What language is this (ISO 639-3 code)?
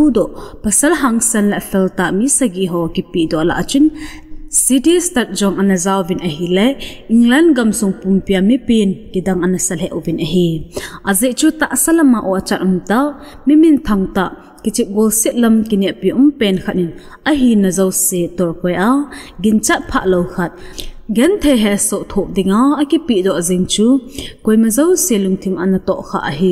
tcz